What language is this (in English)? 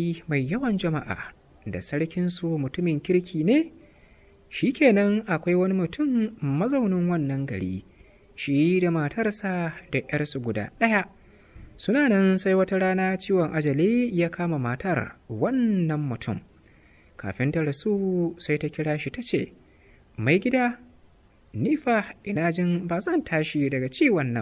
Hausa